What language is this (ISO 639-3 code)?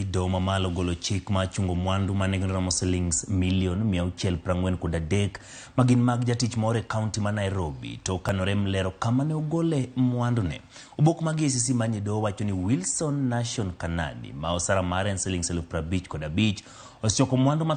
luo